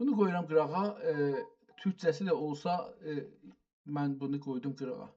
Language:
South Azerbaijani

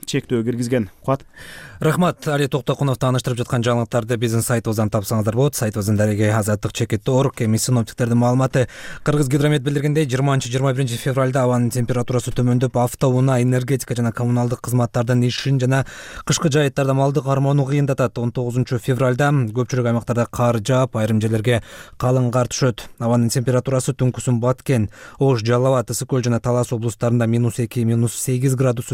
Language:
Kyrgyz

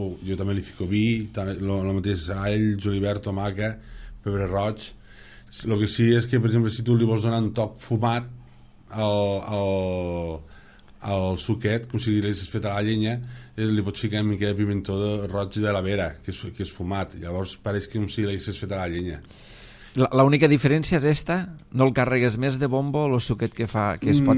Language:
Catalan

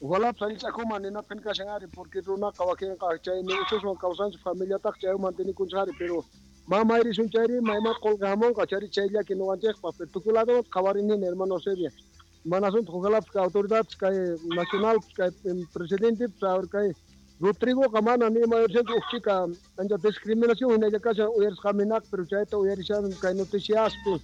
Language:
South Bolivian Quechua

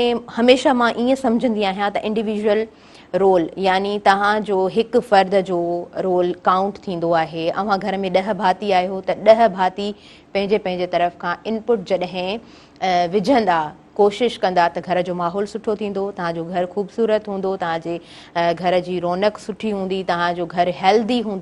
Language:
Sindhi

